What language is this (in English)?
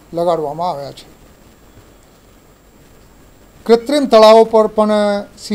Gujarati